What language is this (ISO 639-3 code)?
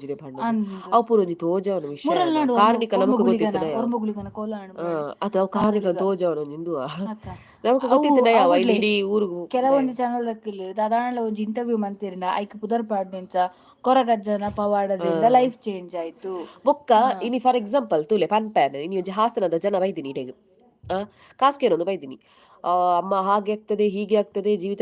tcy